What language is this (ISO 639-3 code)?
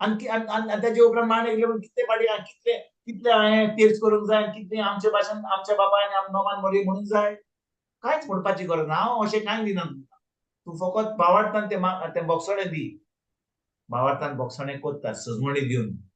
kok